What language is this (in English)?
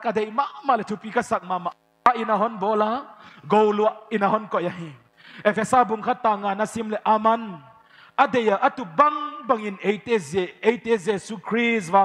Paite Chin